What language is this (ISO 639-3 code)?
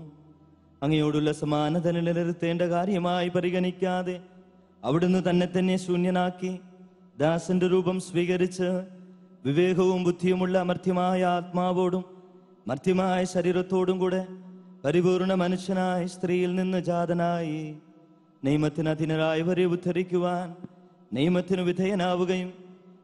mal